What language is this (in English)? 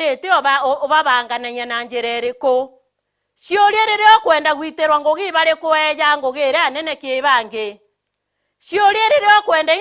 Meru